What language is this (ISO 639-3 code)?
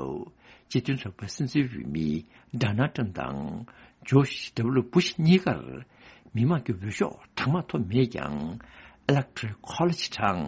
bod